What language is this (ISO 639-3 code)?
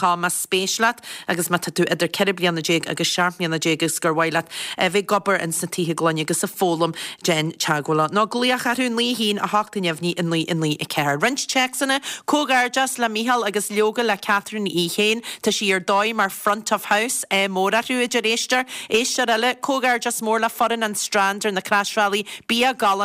gle